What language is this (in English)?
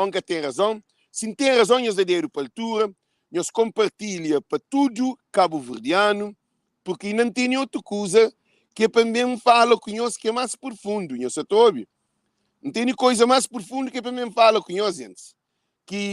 Kabuverdianu